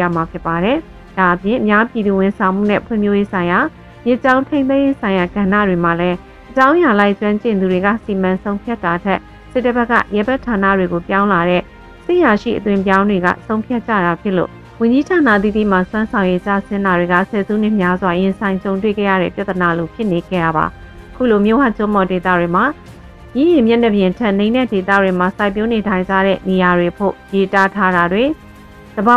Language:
Burmese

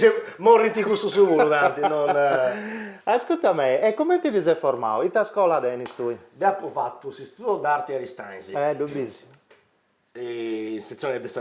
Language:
Sardinian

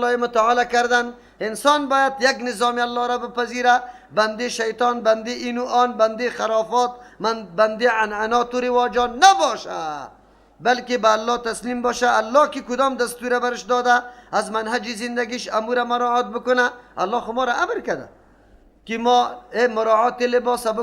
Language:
Persian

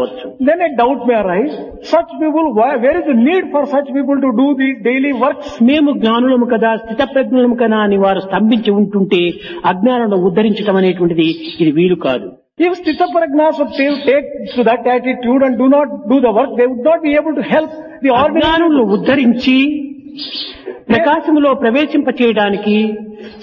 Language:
Telugu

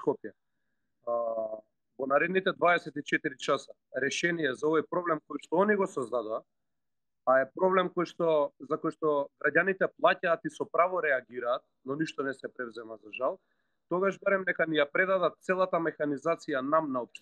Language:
Macedonian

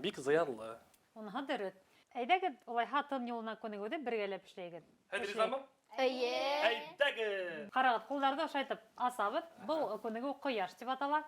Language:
Bashkir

